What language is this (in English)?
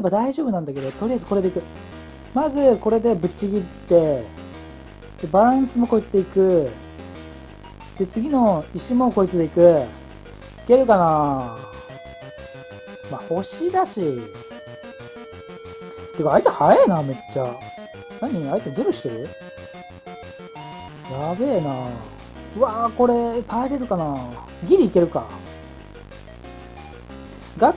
Japanese